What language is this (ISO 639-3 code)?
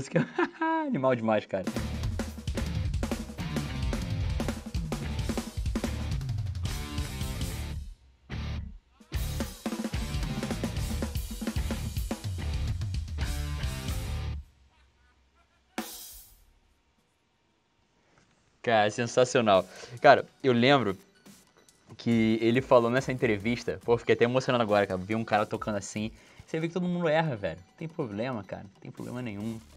por